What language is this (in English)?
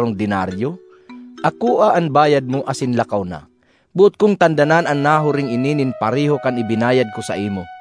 Bikol